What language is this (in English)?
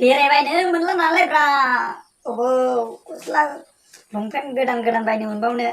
Bodo